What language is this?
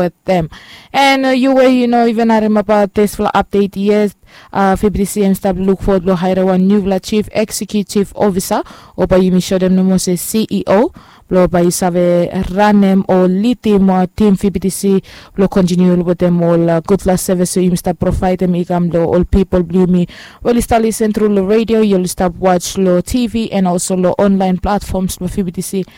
Bislama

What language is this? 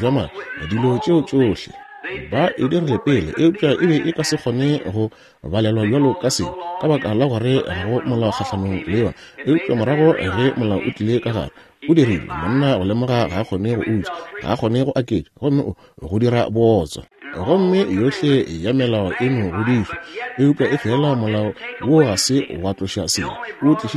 Northern Sotho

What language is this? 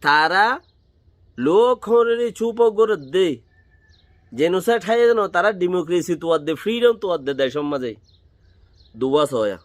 Rohingya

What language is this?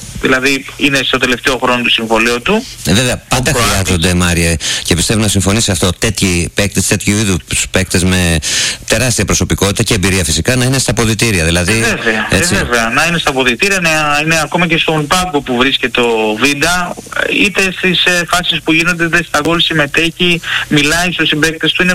Greek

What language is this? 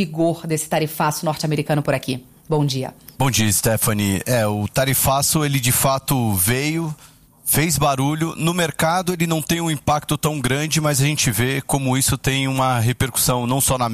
Portuguese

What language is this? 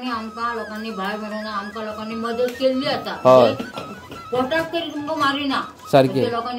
Konkani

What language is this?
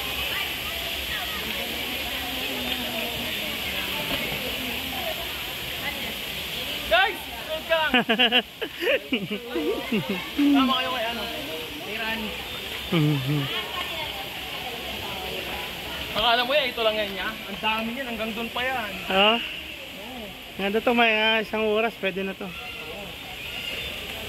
Filipino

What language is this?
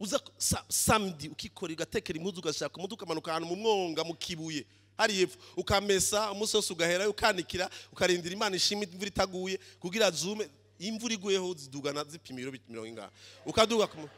Rundi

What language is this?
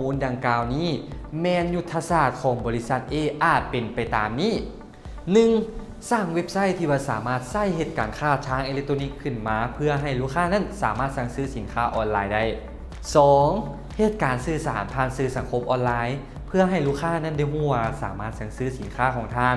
Lao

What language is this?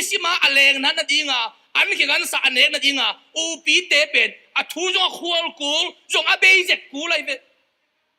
Tedim Chin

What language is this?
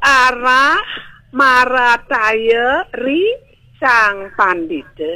Balinese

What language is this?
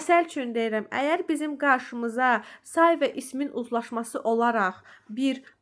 Azerbaijani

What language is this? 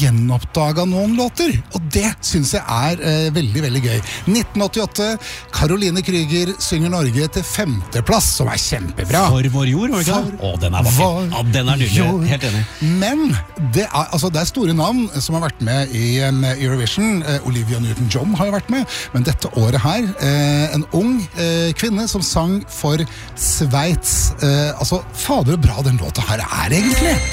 Norwegian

